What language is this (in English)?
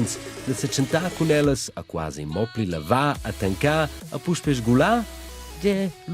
Romansh